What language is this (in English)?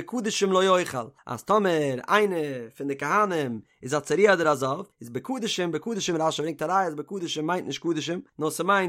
Yiddish